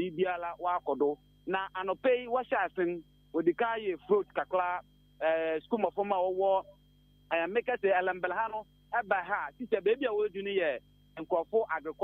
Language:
Akan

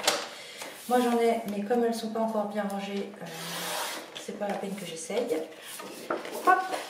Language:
French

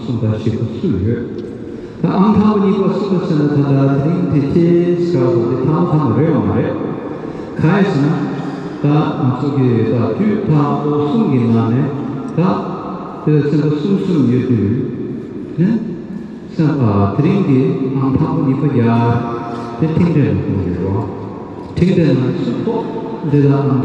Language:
Tibetan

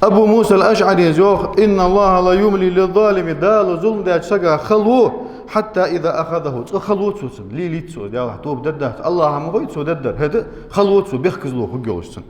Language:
Ingush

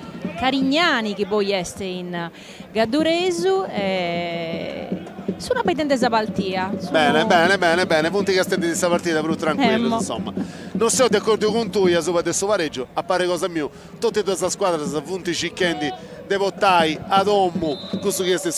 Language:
Sardinian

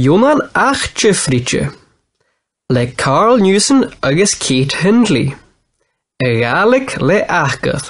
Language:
Scottish Gaelic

